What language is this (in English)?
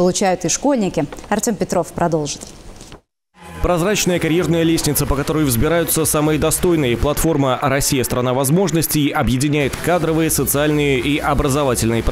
Russian